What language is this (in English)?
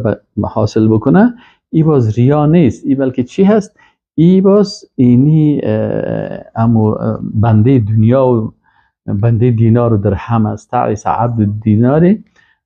Persian